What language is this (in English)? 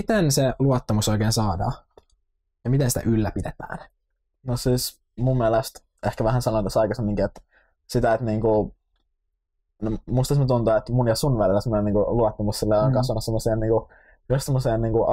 Finnish